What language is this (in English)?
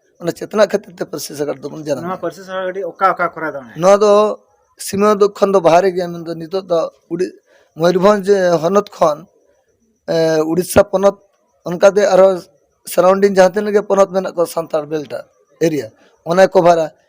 Santali